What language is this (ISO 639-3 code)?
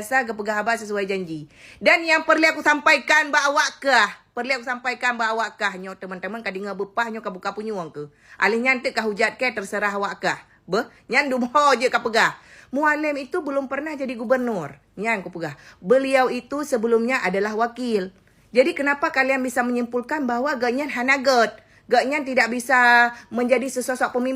ace